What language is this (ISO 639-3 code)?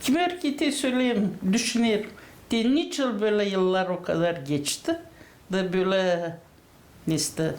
gag